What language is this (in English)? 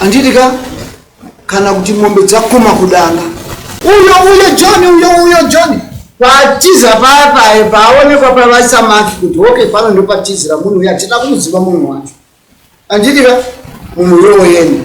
Shona